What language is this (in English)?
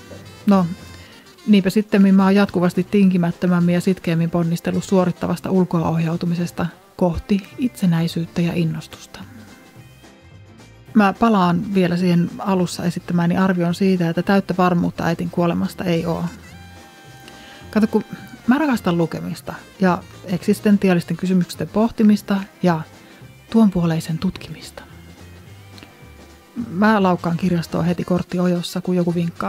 Finnish